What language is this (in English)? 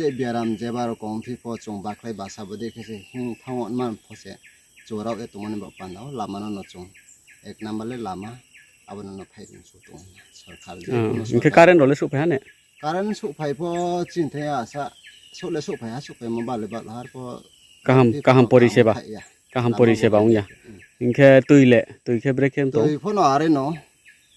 Riang (India)